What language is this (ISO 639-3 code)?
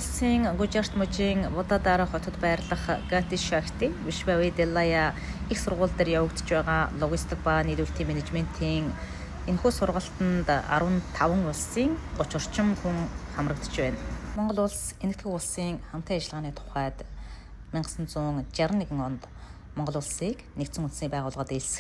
mon